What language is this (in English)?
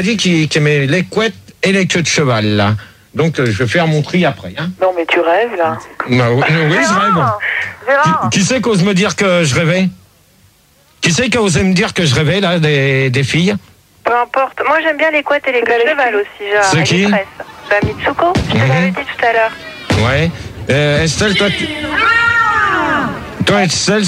French